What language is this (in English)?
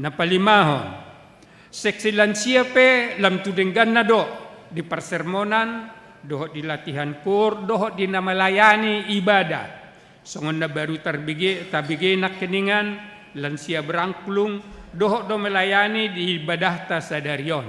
Batak Toba